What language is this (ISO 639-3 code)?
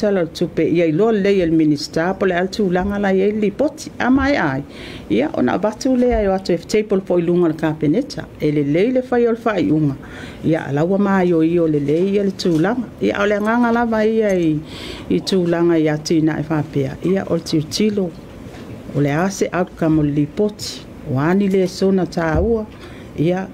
smo